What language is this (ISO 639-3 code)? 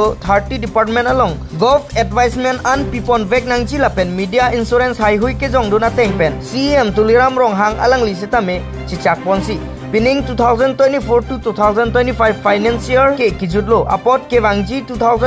mjw